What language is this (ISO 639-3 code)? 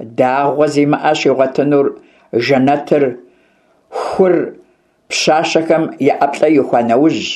kbd